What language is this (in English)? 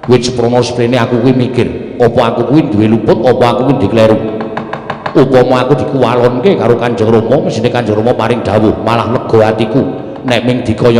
Javanese